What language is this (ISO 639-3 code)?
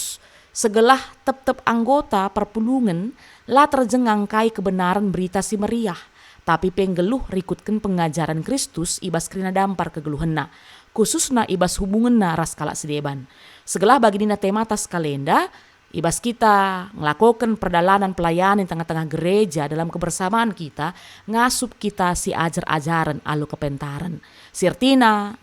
btx